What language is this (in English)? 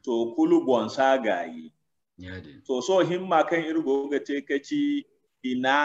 Zarma